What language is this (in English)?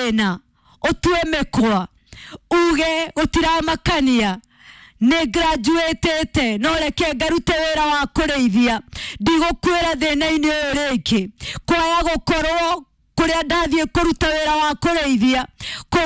Kikuyu